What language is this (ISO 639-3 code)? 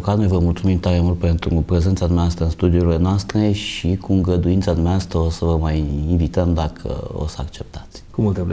ron